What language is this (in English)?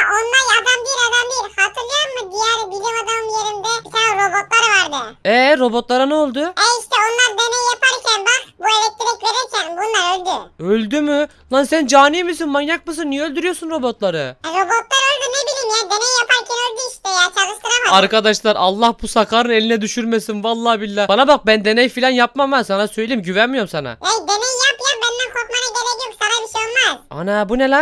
Turkish